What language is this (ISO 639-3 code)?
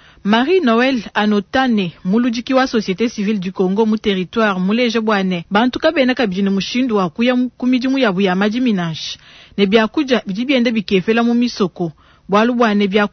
lua